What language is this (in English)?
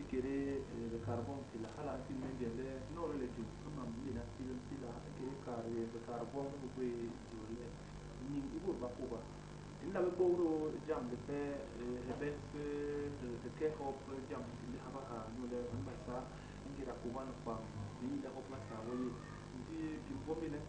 Basaa